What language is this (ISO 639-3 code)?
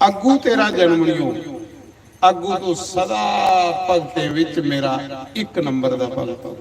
doi